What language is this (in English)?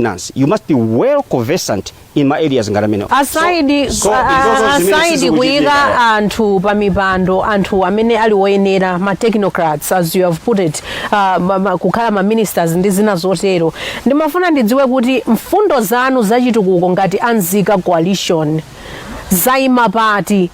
Nyanja